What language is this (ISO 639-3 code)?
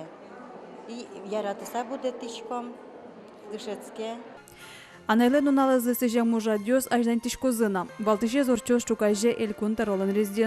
udm